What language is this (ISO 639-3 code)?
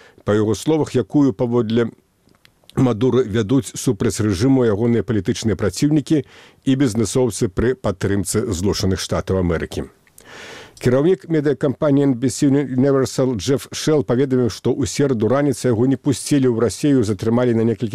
bel